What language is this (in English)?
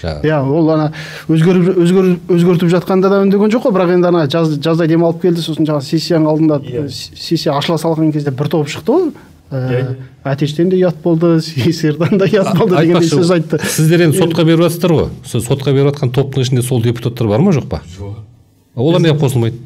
Kazakh